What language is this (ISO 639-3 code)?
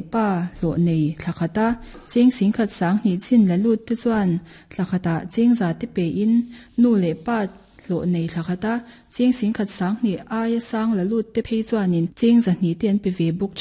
lus